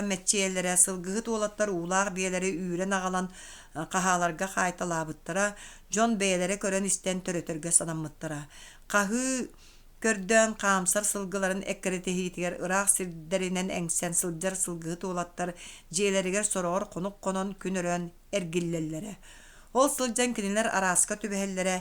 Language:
Yakut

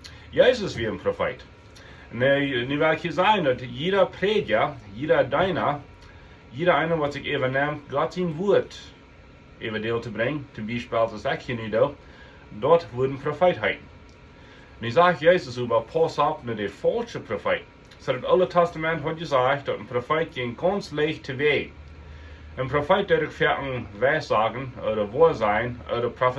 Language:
Plautdietsch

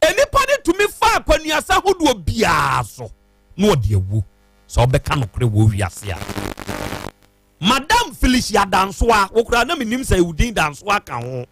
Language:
Akan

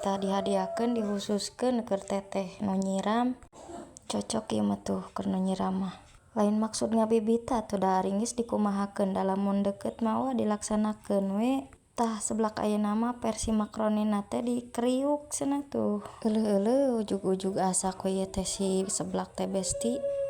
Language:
Sundanese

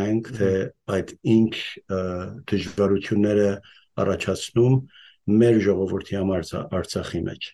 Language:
Western Armenian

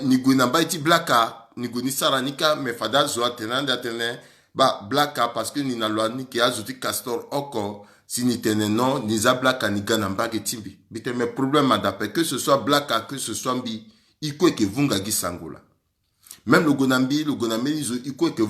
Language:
Sango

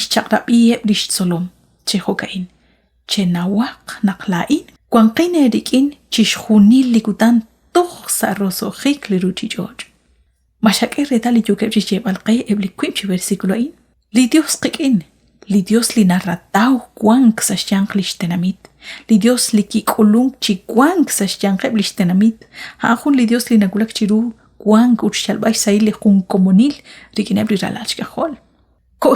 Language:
Kekchí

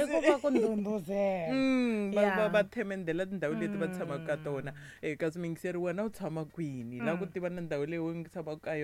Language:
Tsonga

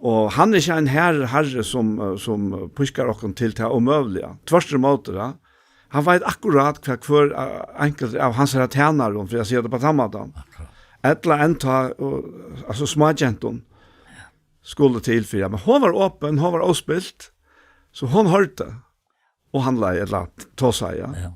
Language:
Faroese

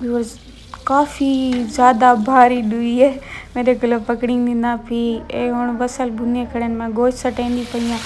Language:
Saraiki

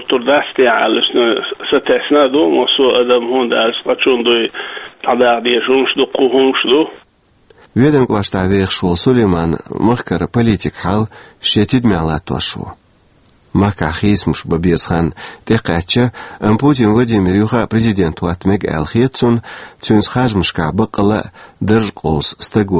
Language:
Chechen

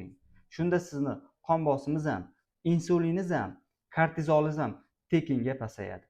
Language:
Uzbek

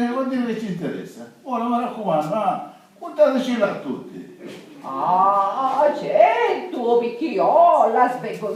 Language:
Sicilian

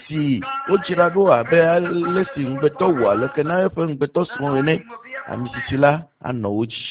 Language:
Ewe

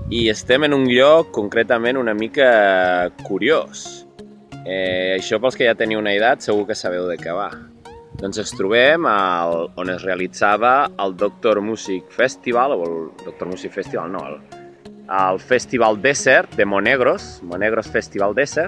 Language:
Catalan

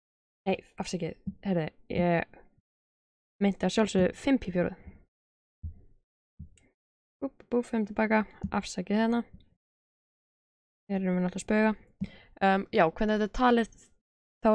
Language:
Icelandic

